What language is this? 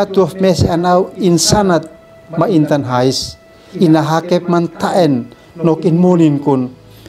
Uab Meto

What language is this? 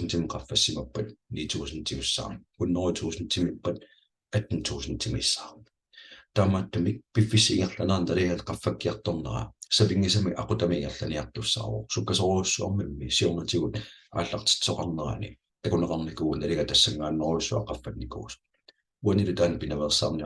Kalaallisut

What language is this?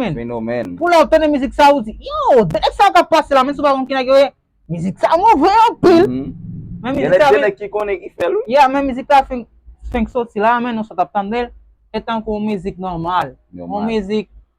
Haitian Creole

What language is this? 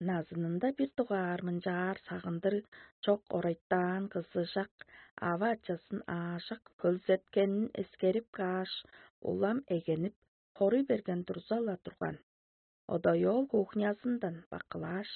Tuvinian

